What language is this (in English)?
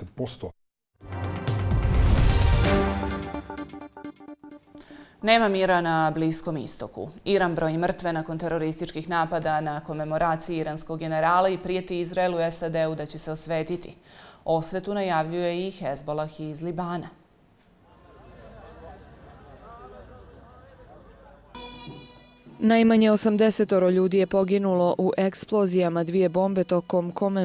Bosnian